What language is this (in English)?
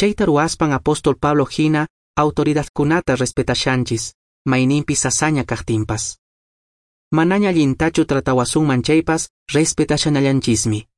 Quechua